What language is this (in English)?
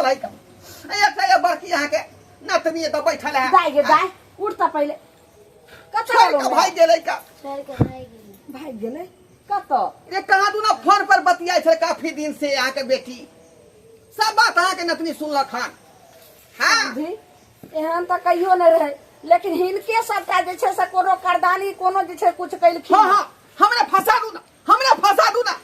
Maithili